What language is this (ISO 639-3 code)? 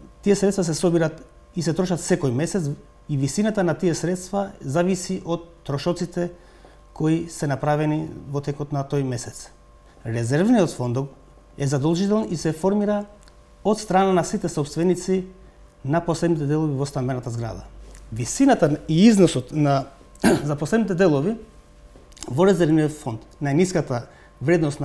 mkd